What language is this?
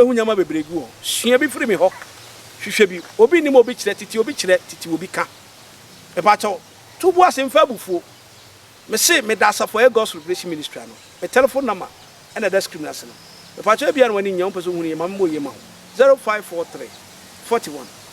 Akan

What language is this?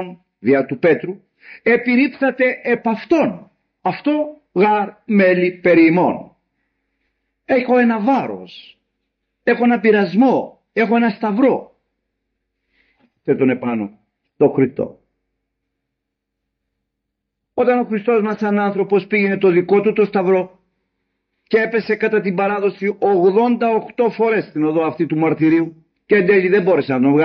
Greek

